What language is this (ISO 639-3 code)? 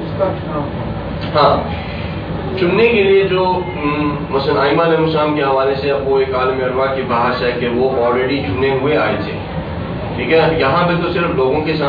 urd